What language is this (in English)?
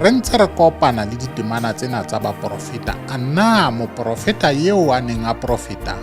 Southern Sotho